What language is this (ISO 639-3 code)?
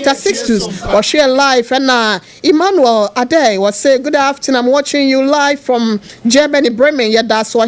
aka